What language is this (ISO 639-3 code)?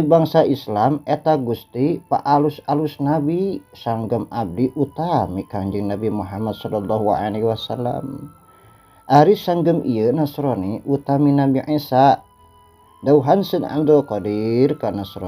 sun